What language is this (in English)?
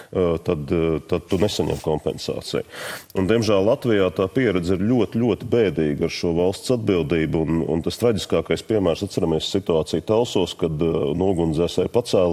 Latvian